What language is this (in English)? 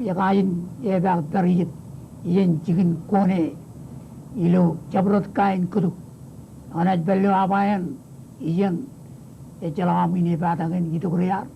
Marshallese